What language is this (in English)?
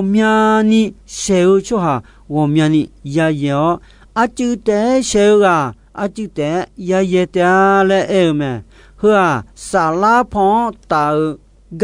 Akha